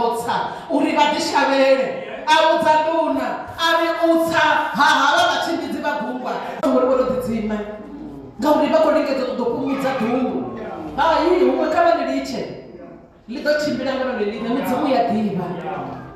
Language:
Venda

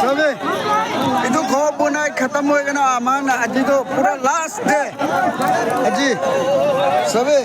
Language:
Naga Pidgin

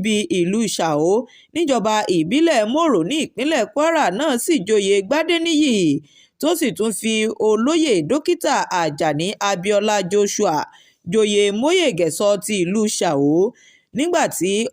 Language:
Yoruba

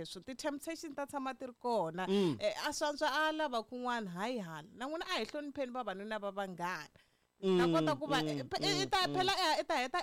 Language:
Tsonga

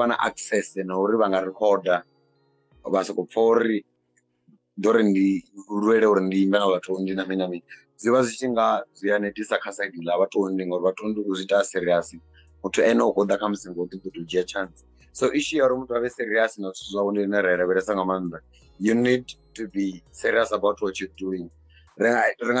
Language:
Venda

